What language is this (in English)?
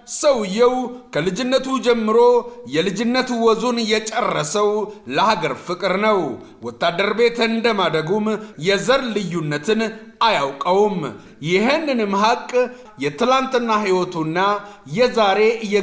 Amharic